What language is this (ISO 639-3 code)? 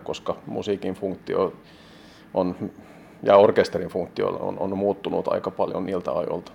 fin